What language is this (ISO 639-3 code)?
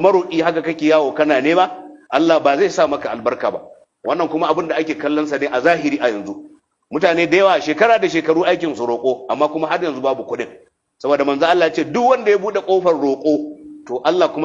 hau